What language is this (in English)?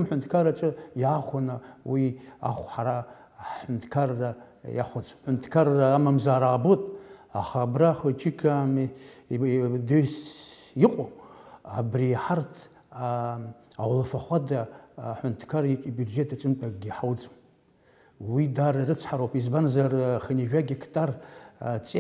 Abkhazian